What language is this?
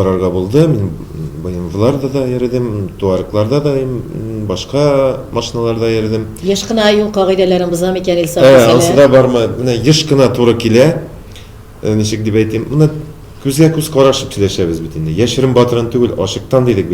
Tatar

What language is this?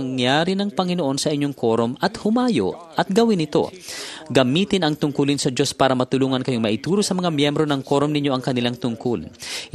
Filipino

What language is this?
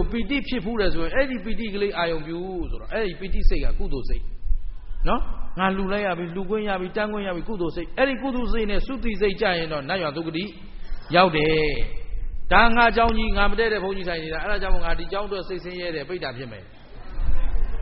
Burmese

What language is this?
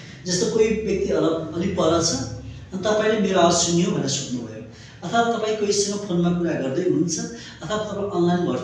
Nepali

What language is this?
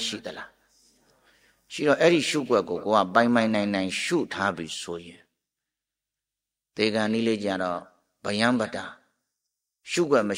Burmese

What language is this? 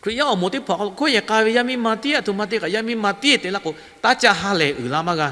Lahu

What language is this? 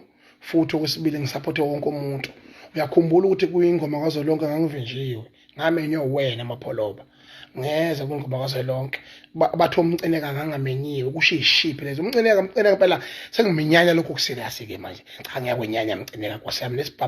Zulu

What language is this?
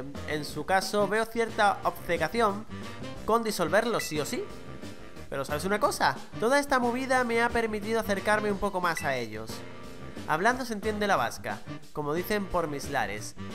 Spanish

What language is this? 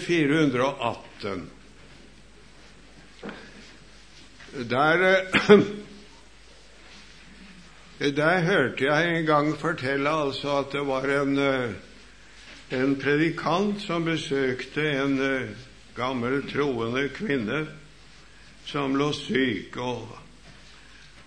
Norwegian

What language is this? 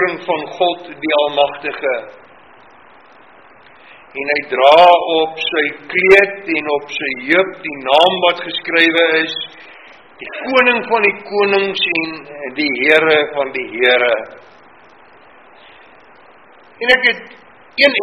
Afrikaans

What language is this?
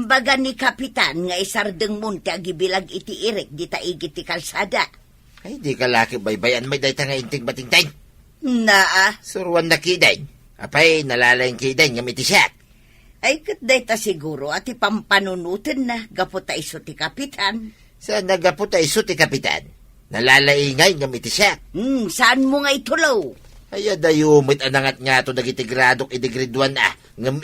Iloko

